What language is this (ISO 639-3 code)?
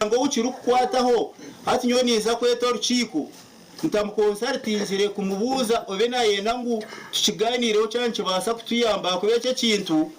nyn